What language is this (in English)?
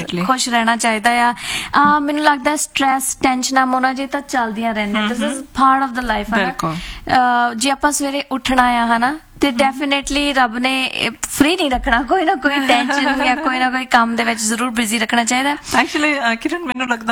Punjabi